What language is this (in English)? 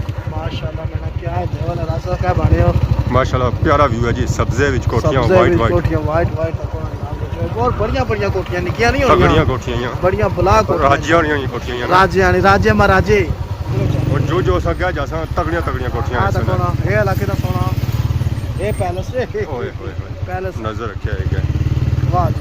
Pahari-Potwari